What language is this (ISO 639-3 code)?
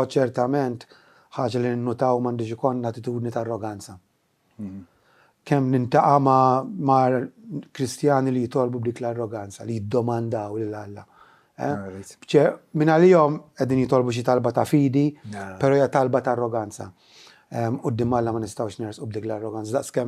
mlt